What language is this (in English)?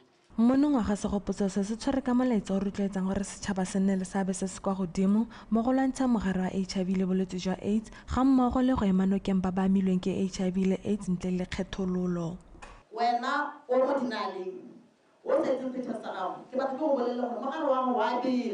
Tswana